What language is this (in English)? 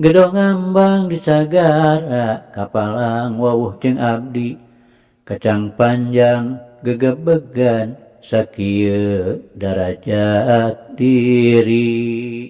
Sundanese